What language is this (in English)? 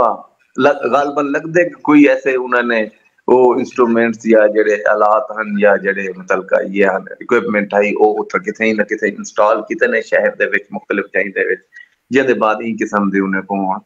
Saraiki